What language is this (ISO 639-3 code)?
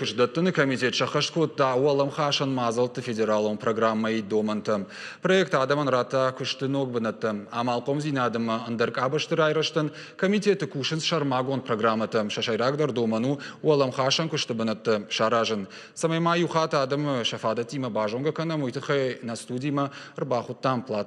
oss